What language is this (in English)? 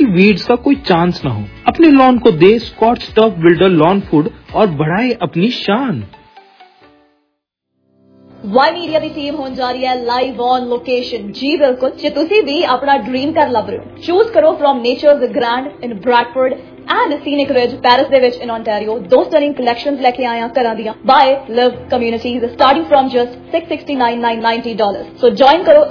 Punjabi